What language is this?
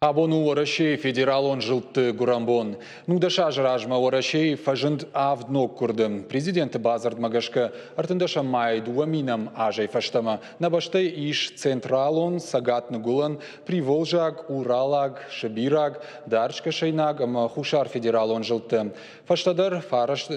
Ossetic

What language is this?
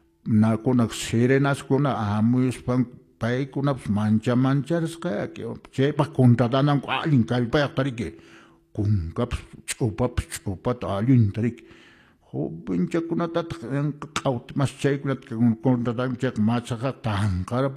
Quechua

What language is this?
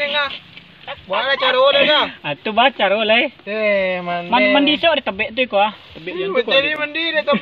Minangkabau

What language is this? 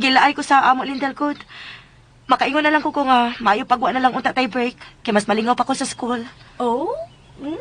Cebuano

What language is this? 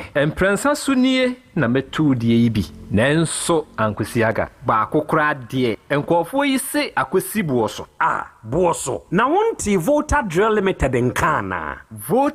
Akan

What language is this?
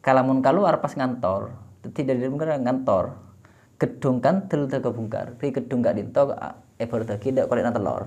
Madurese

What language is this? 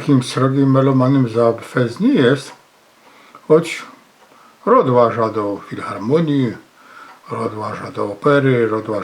Silesian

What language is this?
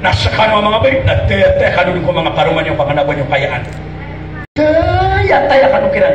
Maranao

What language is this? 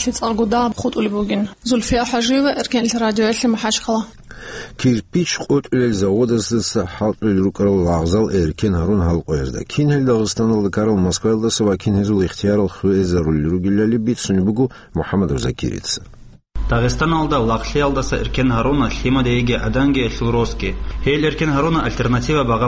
Avaric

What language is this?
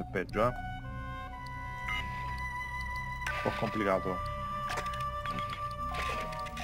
Italian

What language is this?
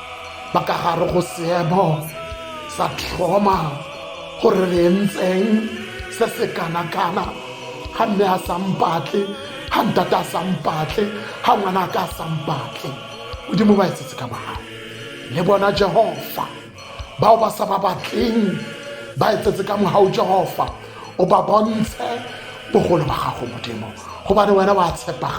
Tswana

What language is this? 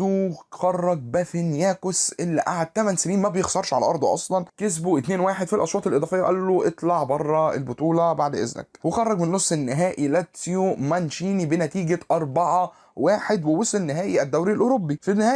Egyptian Arabic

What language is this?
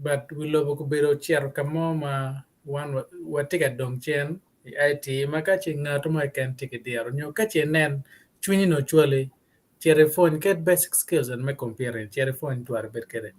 Acoli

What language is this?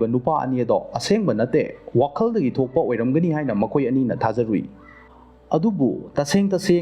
Manipuri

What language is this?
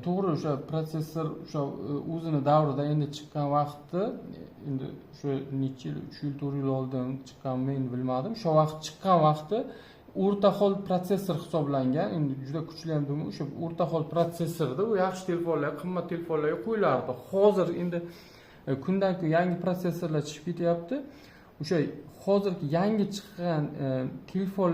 Uzbek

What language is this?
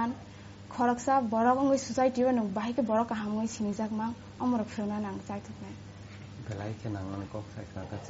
Kok Borok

